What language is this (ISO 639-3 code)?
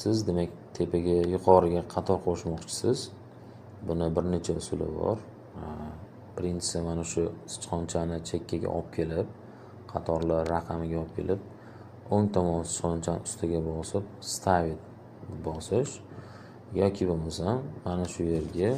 uzb